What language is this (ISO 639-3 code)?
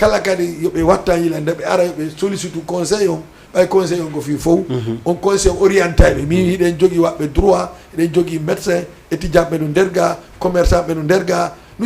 ful